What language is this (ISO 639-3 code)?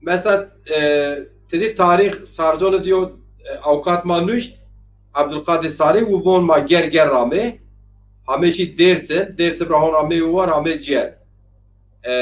zza